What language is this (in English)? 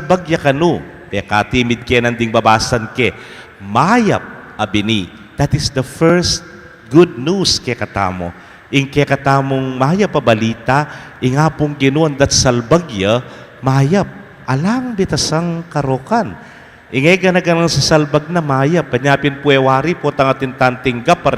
Pampanga